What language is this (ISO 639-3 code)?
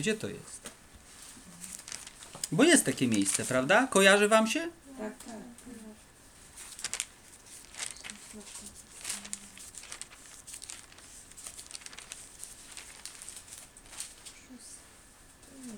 pol